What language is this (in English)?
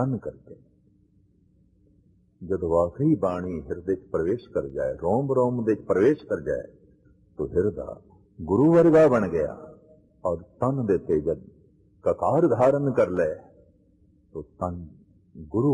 Punjabi